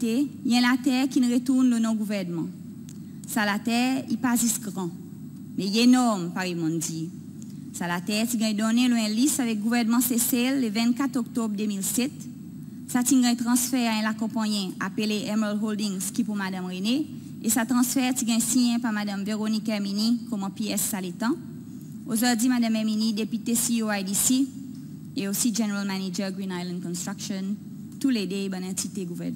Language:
Seselwa Creole French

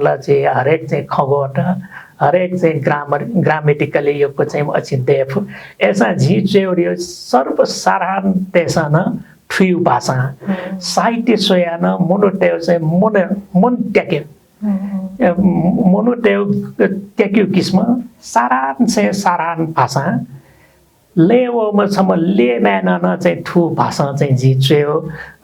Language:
Newari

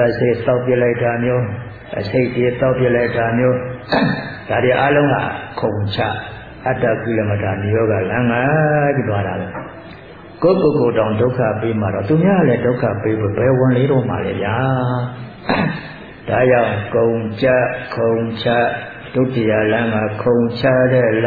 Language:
Burmese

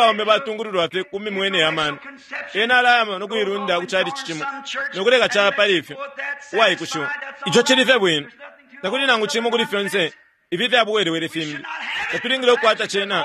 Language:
Bemba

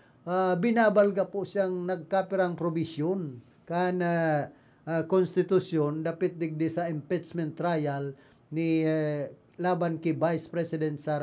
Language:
Bikol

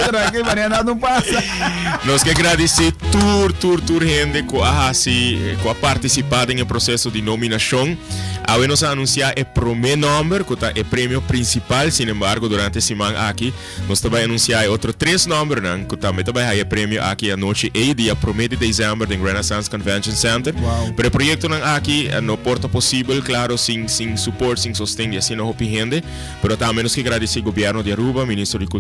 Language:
Papiamento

